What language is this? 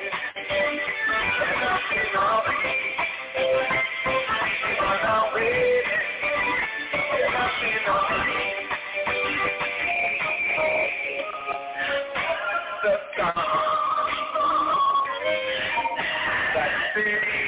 English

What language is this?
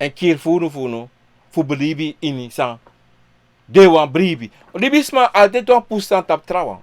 Sranan Tongo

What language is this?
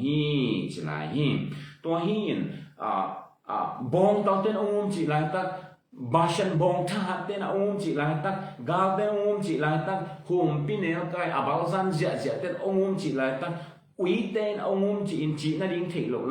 Tedim Chin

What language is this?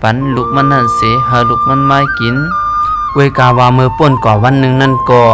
Shan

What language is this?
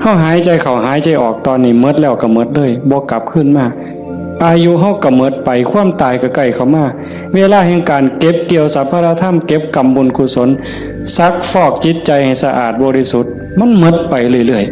Northeastern Thai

